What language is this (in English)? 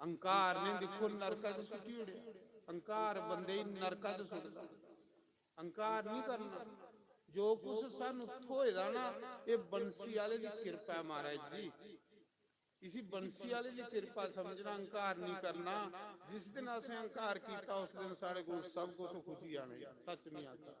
Dogri